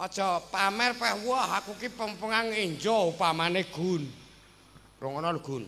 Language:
Javanese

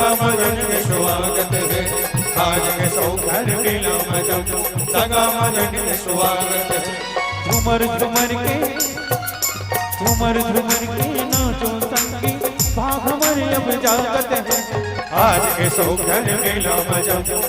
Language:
Chhattisgarhi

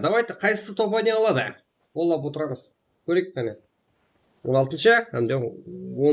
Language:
Kara-Kalpak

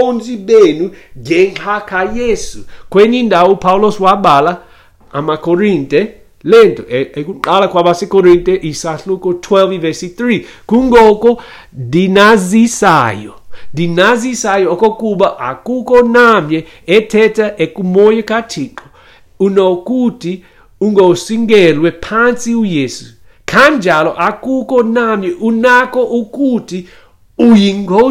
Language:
Xhosa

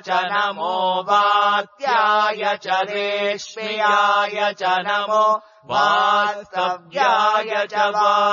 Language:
Sanskrit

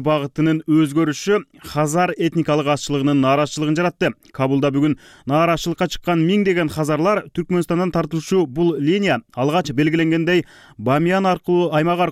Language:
Kyrgyz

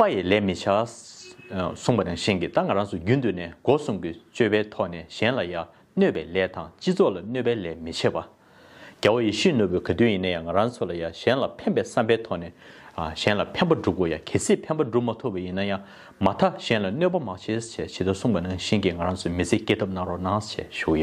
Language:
Tibetan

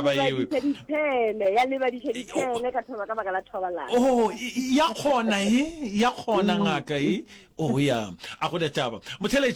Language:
Northern Sotho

